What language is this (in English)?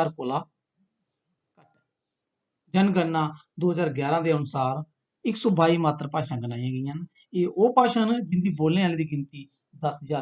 Dogri